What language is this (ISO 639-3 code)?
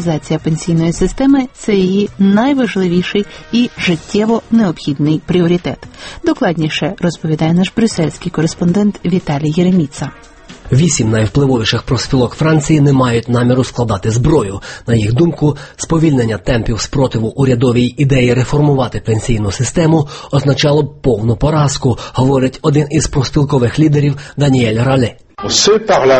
ukr